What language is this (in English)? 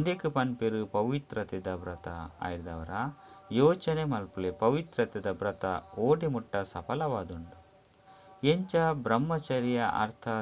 Tulu